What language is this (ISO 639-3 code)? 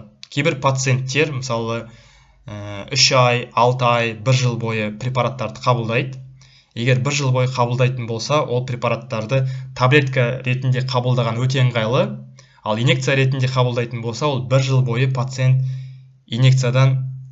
kaz